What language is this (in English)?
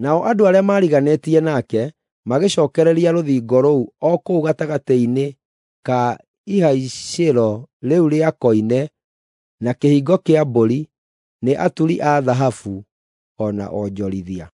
Kikuyu